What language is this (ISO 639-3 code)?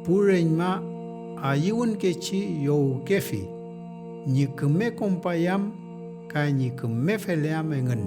arn